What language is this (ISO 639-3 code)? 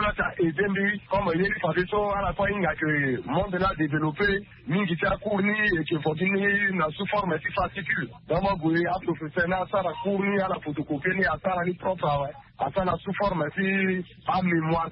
sag